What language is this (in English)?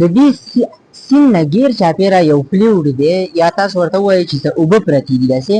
Pashto